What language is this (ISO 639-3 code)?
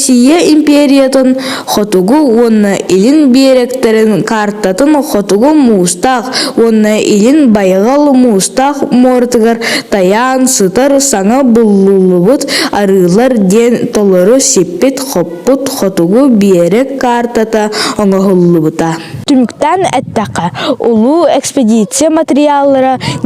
sah